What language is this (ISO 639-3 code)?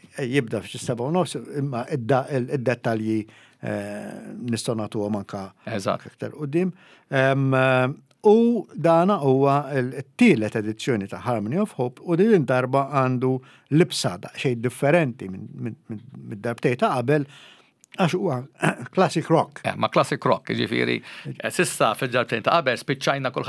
mlt